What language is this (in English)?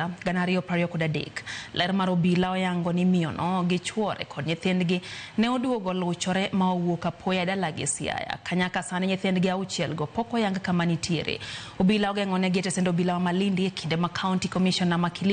Luo (Kenya and Tanzania)